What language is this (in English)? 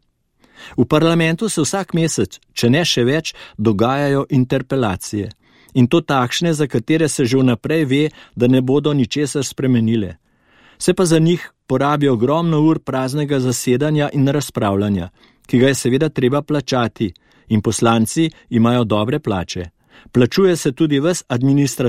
Slovenian